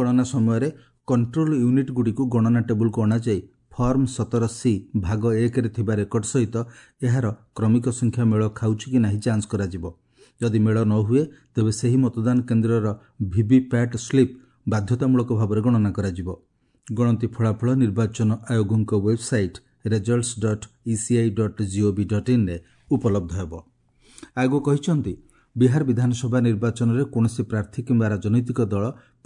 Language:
Odia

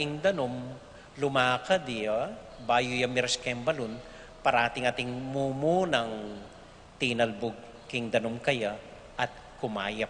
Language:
Pampanga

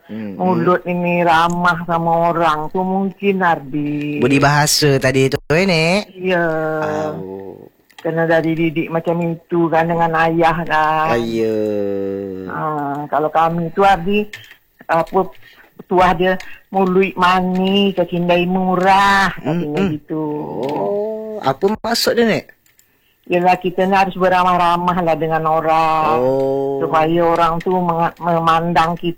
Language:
Malay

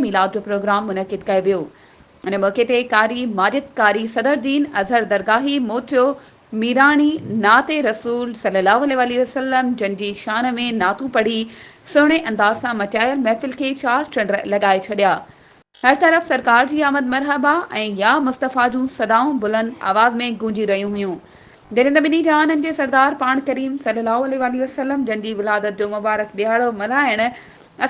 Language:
Sindhi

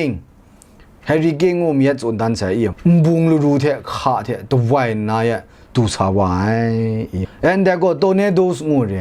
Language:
Kachin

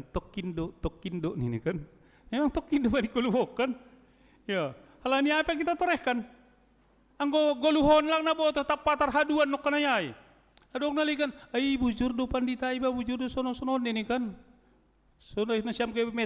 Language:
Batak Simalungun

